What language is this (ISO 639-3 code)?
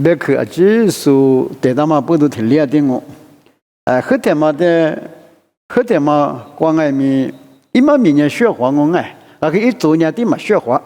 lis